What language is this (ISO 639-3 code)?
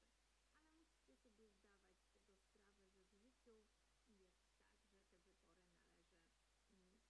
pol